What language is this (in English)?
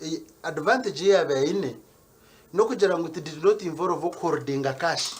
Nyankole